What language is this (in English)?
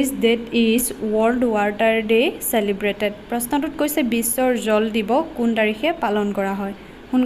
Assamese